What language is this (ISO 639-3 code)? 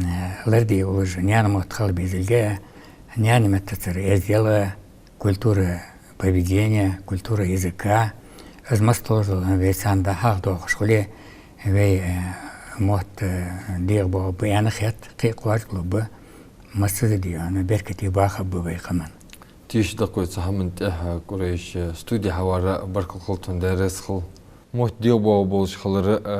inh